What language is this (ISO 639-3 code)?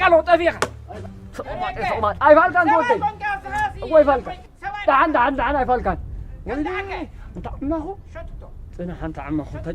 tir